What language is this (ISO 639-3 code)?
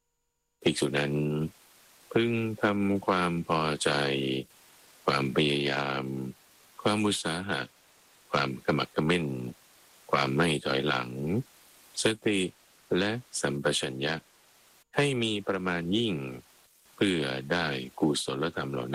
tha